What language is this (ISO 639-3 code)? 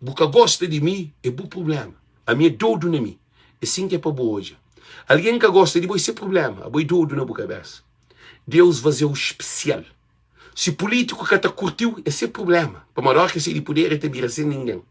kea